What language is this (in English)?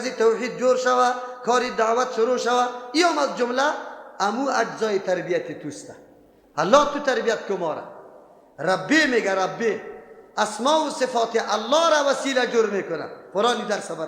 Persian